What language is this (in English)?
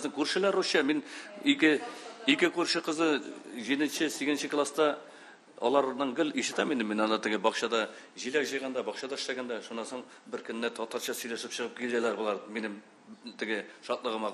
Tatar